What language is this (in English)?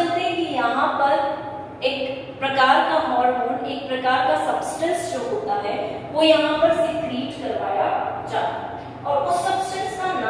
Hindi